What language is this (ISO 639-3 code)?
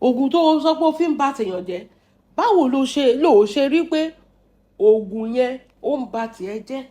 yor